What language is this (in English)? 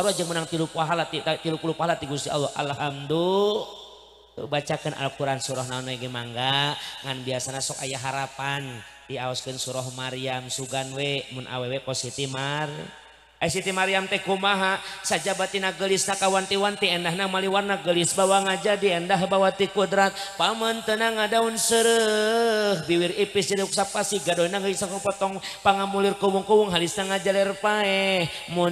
Sundanese